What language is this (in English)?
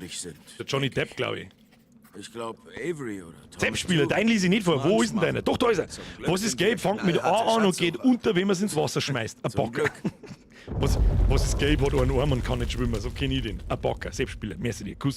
Bavarian